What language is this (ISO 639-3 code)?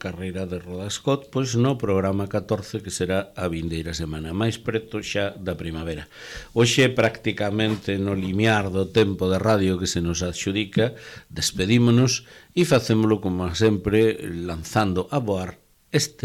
glg